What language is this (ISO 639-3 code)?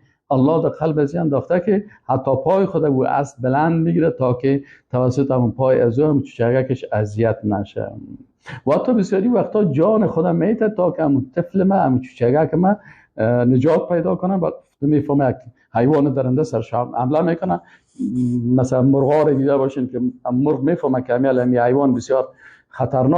fas